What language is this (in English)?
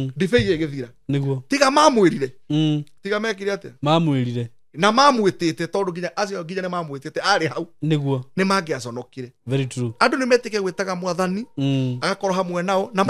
Kikuyu